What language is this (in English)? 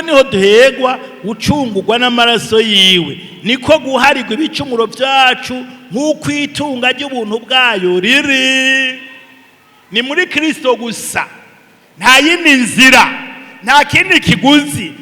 Rundi